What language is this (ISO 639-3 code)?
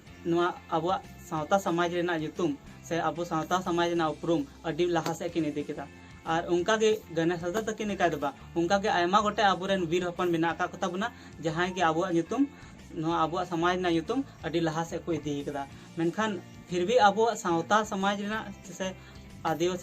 sat